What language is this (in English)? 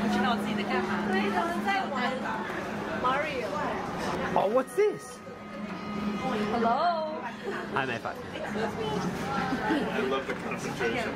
Chinese